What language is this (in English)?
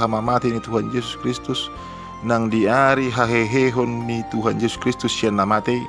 Batak Toba